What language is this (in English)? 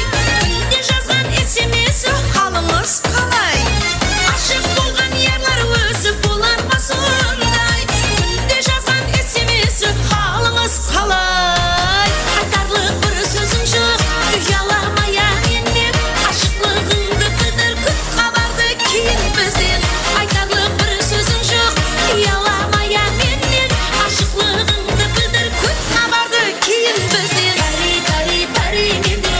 Kara-Kalpak